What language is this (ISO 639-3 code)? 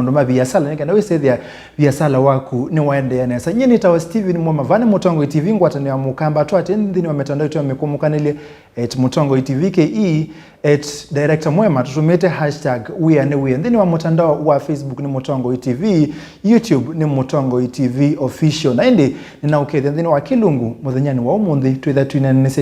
kam